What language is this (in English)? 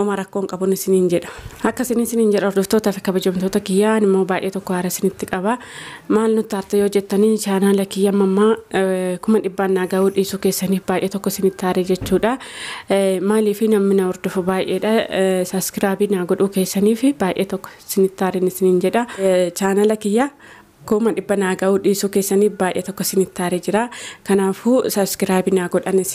Oromo